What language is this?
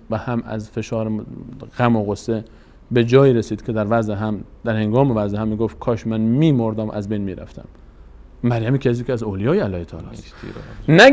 Persian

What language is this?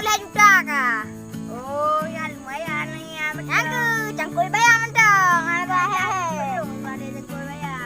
Achinese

